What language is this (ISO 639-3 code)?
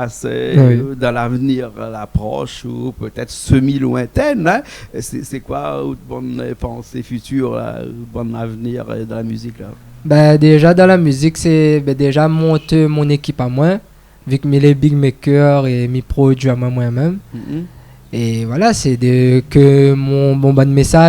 rcf